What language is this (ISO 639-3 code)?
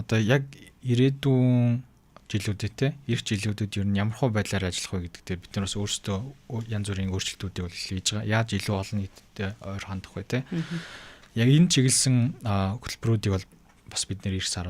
mon